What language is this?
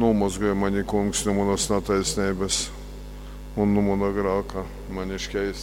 Latgalian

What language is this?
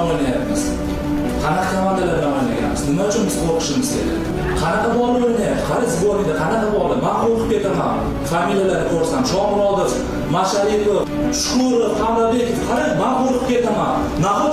Uzbek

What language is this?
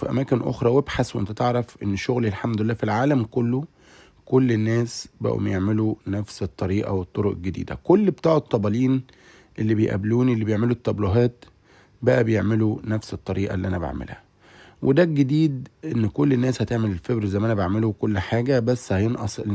Egyptian Arabic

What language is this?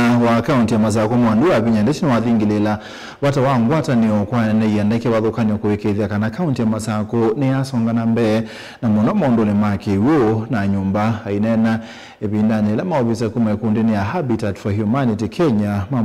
Kamba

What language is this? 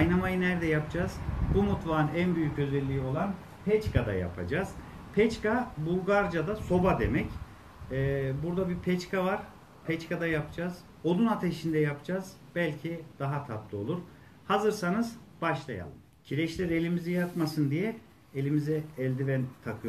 Turkish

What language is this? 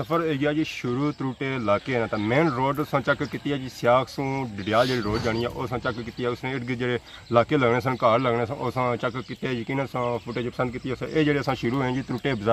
Pahari-Potwari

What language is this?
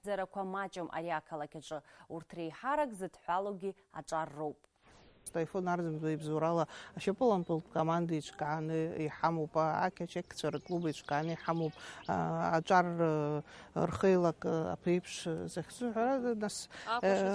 Abkhazian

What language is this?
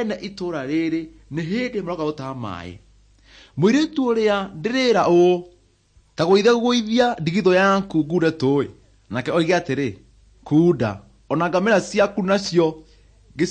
Kikuyu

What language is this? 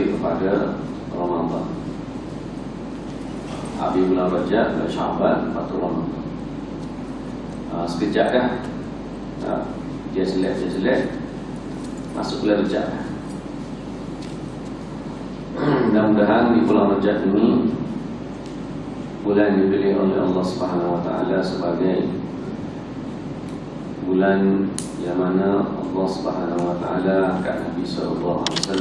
Malay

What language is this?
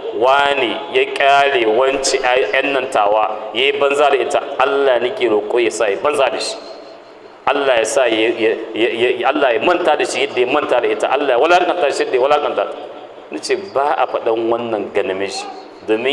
Hausa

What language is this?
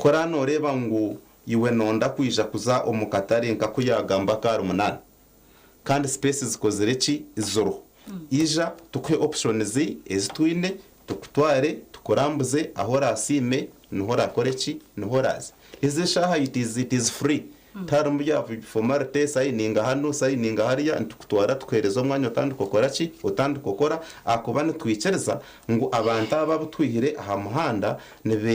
Nyankole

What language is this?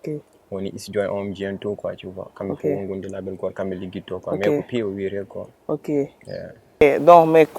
Fula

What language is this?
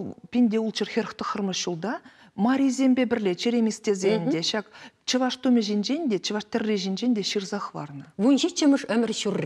Chuvash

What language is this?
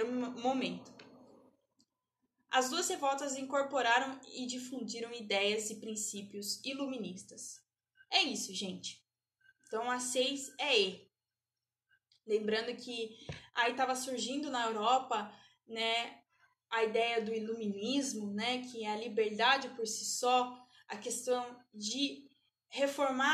Portuguese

